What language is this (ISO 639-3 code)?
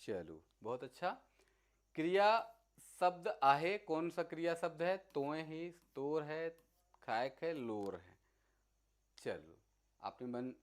sck